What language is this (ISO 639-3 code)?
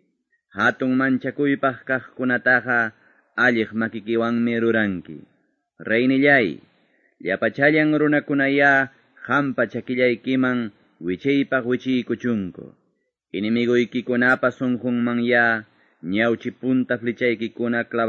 que